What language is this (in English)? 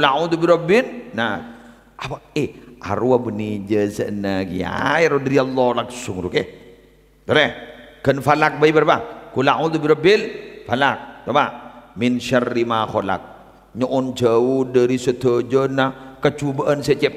Madurese